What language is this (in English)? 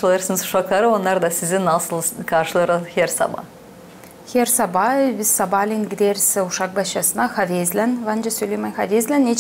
Gagauz